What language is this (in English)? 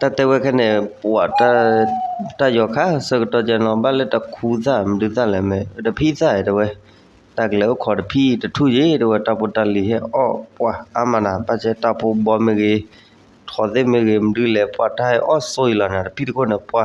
S'gaw Karen